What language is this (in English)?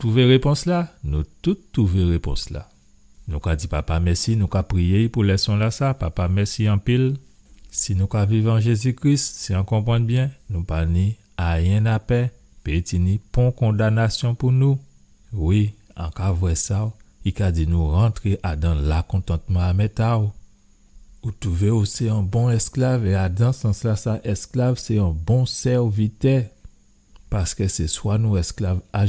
Guadeloupean Creole French